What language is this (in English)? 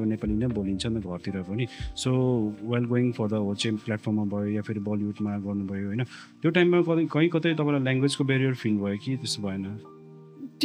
Nepali